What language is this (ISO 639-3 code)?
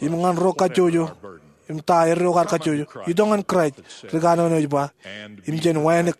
mah